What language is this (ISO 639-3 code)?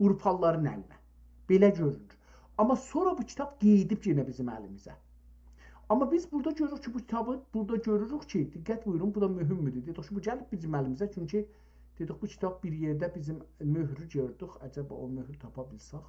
azb